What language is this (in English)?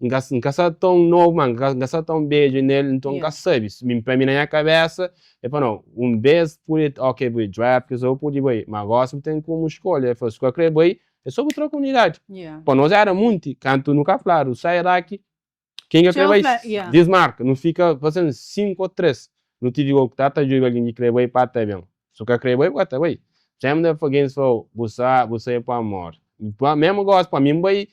Kabuverdianu